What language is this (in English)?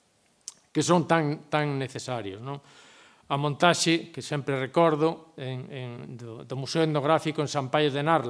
Galician